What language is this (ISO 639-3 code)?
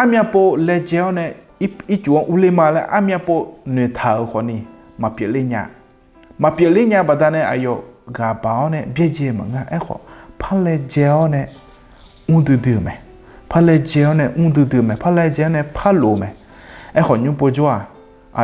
ahk